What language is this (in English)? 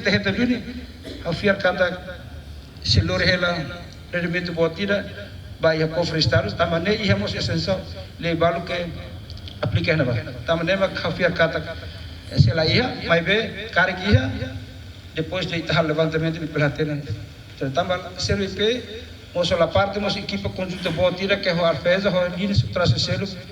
Tetum